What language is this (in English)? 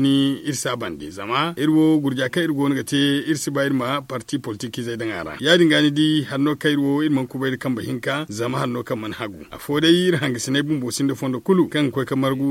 Zarma